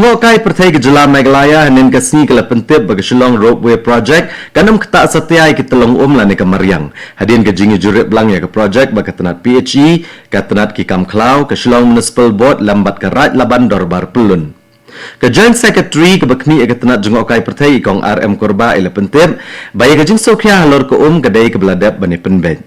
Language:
Khasi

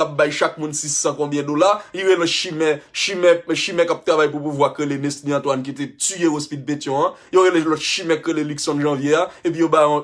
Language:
Haitian Creole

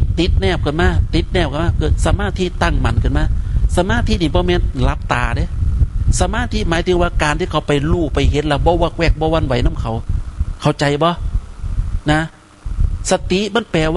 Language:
Northeastern Thai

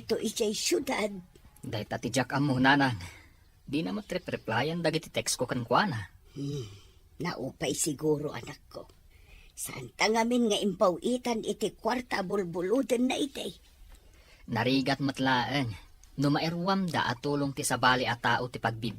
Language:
Iloko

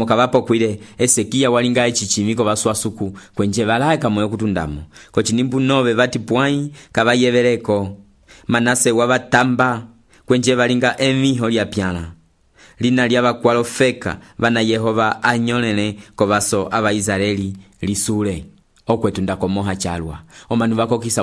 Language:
Umbundu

